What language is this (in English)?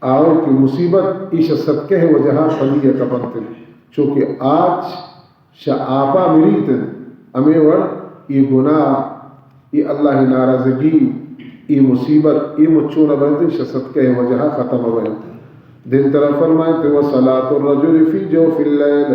Baluchi